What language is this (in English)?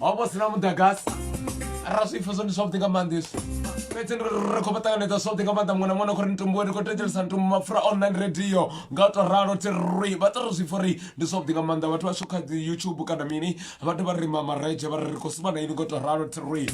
Venda